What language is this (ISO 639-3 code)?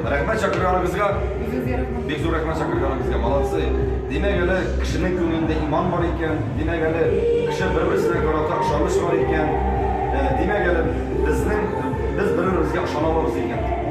tat